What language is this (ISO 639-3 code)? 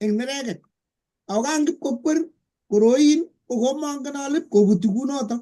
kln